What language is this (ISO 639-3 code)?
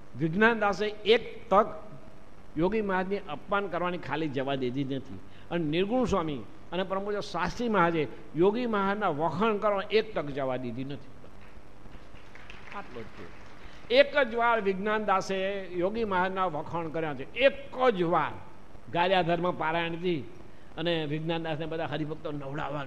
guj